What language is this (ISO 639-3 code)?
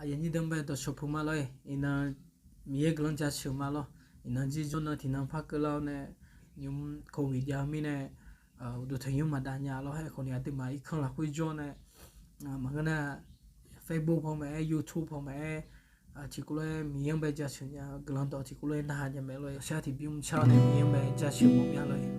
ahk